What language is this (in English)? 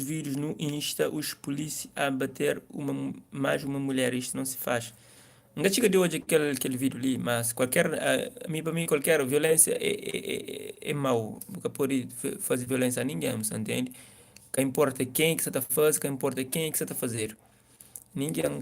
Kabuverdianu